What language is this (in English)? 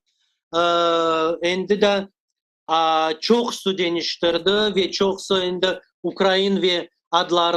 Crimean Tatar